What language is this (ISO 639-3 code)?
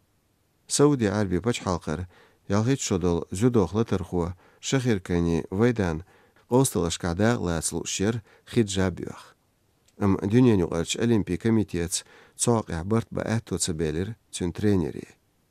che